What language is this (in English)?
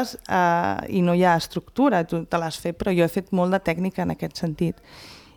Catalan